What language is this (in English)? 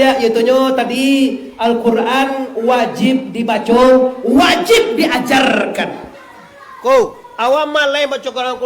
Minangkabau